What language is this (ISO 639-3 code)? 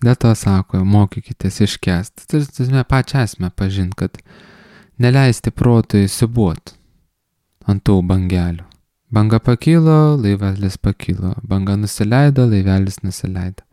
lit